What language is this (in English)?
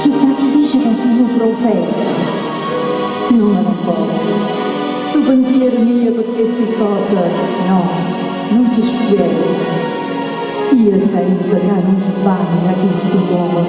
Neapolitan